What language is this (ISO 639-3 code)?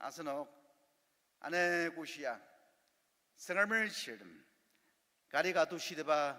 njo